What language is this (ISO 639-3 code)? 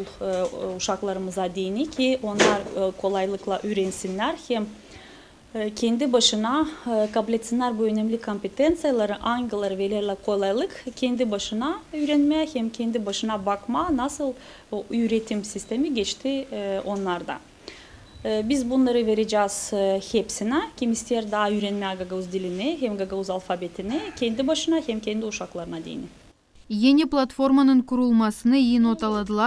gag